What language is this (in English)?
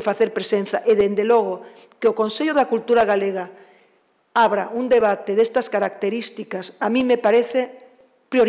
Galician